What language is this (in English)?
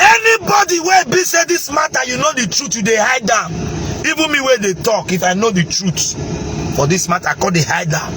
Nigerian Pidgin